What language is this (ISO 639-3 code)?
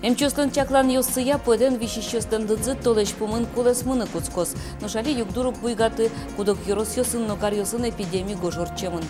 udm